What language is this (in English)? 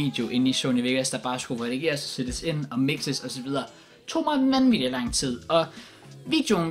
Danish